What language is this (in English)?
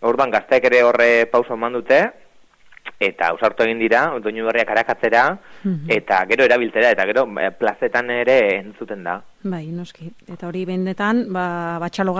Basque